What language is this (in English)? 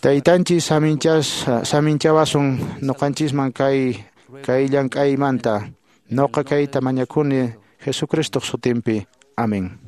Quechua